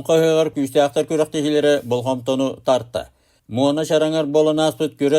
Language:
Yakut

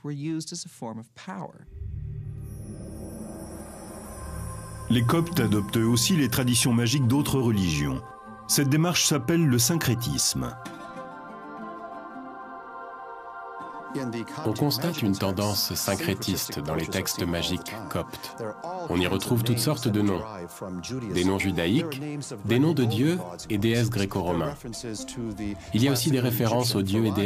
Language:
French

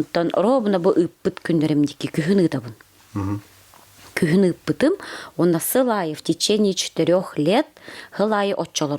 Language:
Yakut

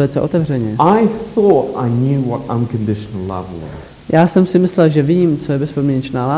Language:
Czech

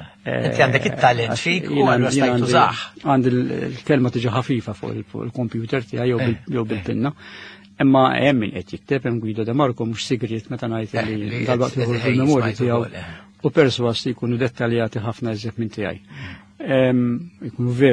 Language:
Maltese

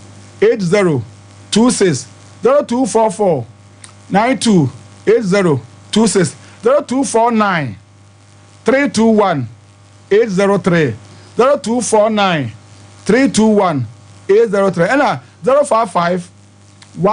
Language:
Akan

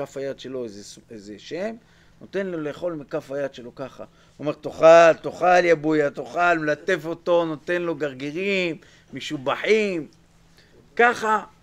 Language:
Hebrew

